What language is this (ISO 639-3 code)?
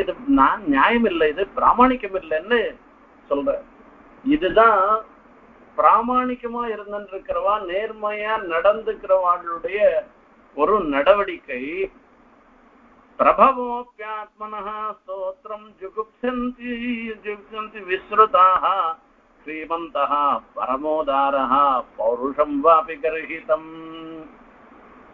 tam